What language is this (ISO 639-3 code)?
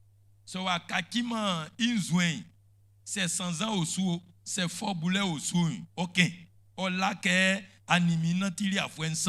bci